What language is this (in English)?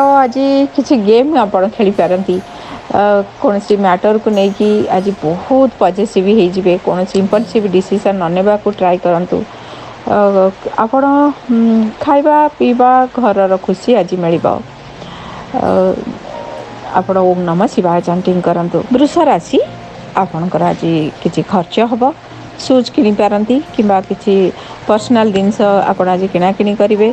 Odia